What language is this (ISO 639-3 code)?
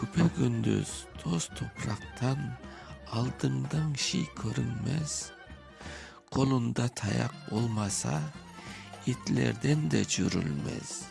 crh